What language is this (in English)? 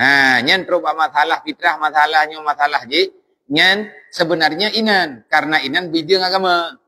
Achinese